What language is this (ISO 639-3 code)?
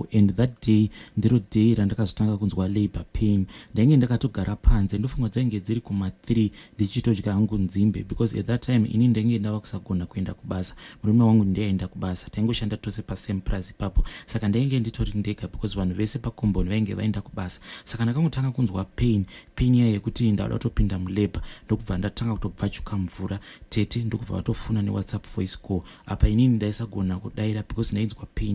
sna